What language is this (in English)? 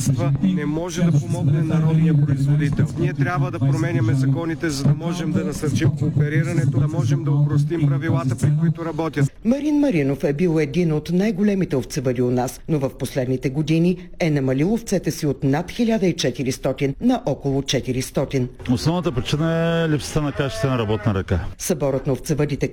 Bulgarian